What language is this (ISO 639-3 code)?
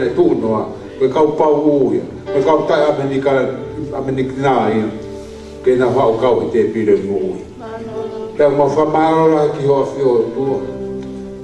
ton